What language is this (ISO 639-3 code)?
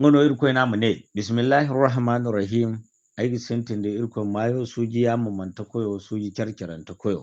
dje